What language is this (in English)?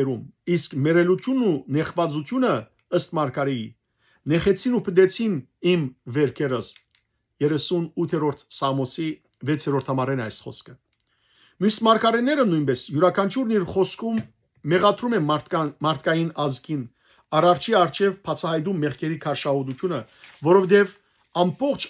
Western Armenian